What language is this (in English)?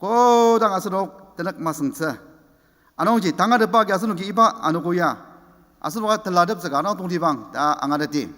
Ao Naga